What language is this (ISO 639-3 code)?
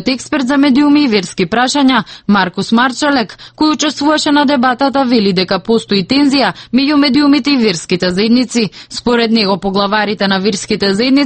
mkd